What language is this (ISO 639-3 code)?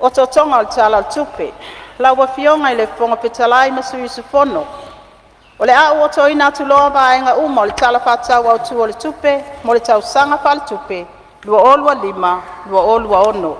smo